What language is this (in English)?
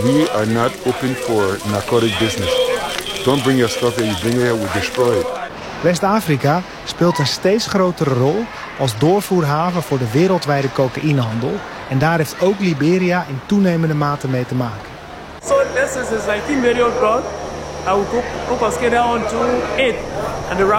Dutch